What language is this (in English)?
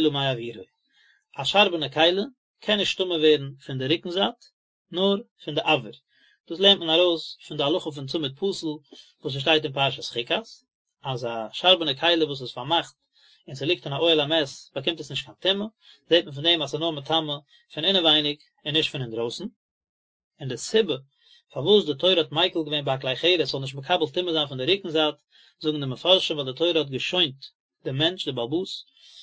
Yiddish